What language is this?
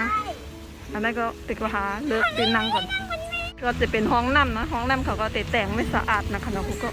Shan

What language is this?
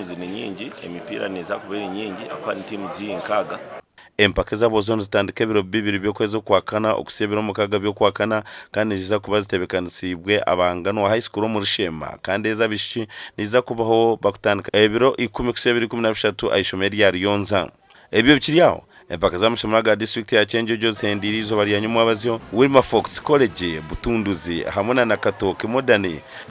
Nyankole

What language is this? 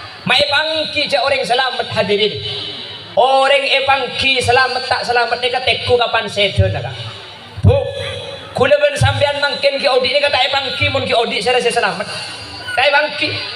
Madurese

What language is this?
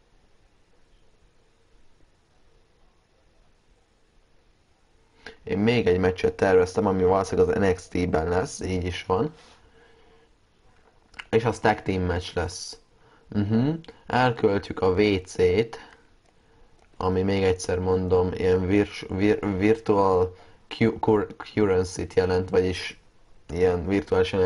Hungarian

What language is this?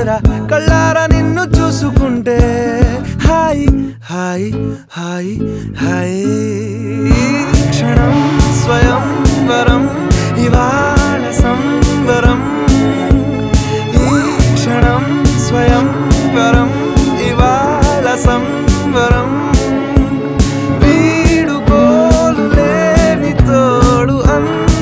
Telugu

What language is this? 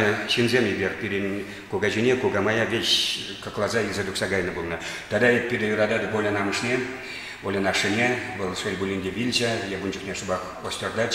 Chuvash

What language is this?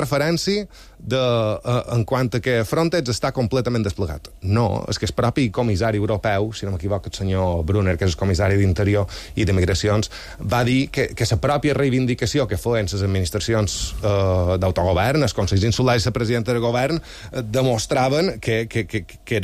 Catalan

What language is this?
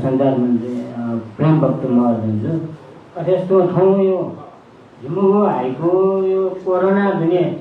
Newari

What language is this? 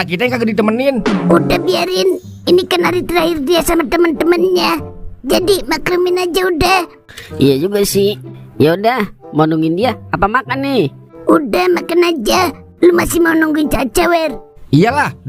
Betawi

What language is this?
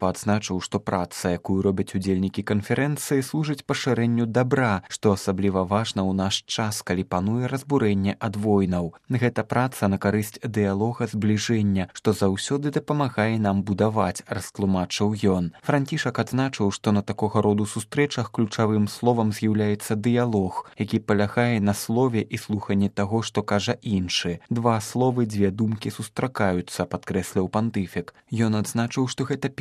Belarusian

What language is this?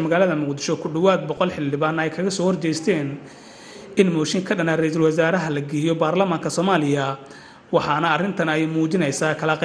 Somali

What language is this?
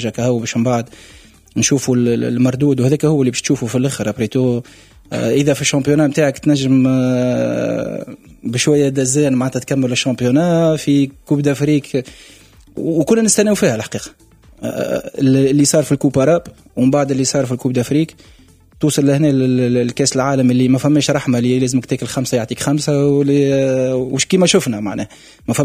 Tunisian Arabic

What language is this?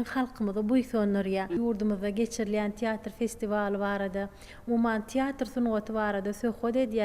Turkmen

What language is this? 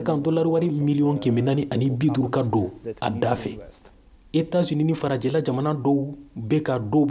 Bambara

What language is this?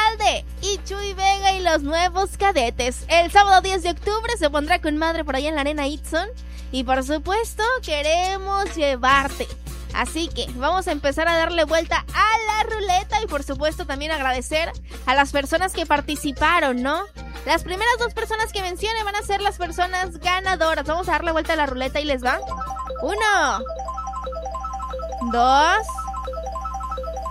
Spanish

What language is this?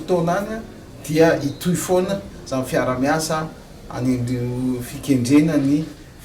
Malagasy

